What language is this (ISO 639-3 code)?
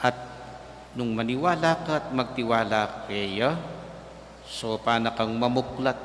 pam